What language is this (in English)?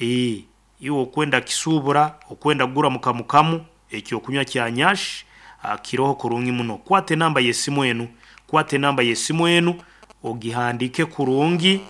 Nyoro